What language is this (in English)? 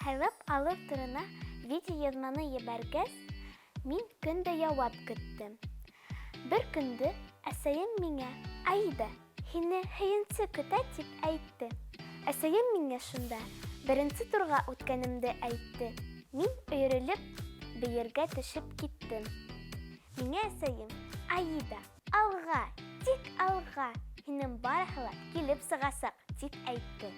Bashkir